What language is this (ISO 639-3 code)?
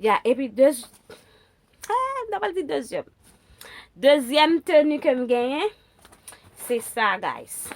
hat